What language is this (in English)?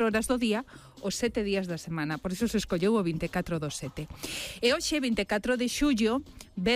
Galician